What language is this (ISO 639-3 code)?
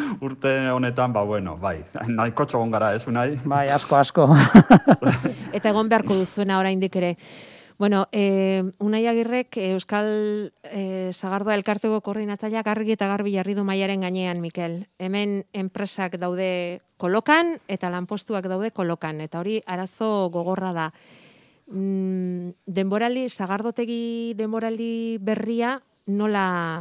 eus